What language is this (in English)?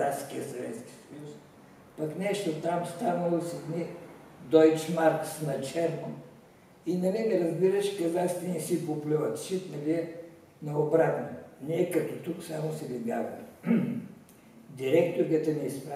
Bulgarian